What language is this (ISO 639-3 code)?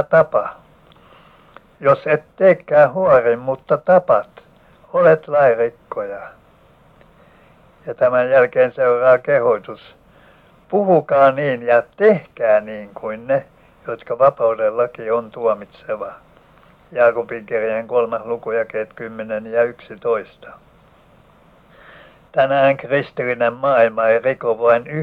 fin